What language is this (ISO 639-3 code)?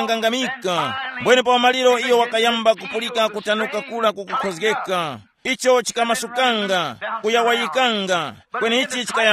tum